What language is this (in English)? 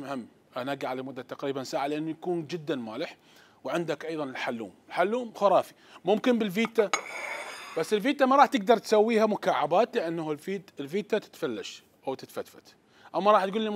Mesopotamian Arabic